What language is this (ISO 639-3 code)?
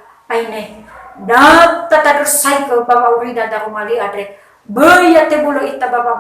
nia